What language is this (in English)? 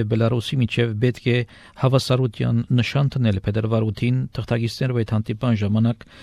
Armenian